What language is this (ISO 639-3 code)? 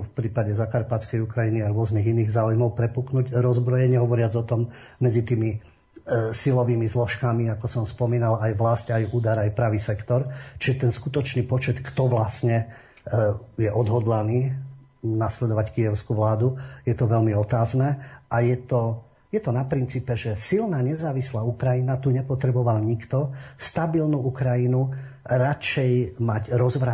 slk